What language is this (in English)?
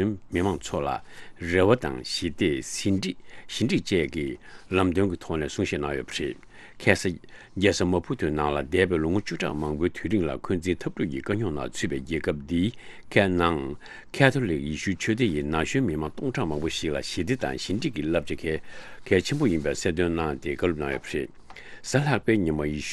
Tibetan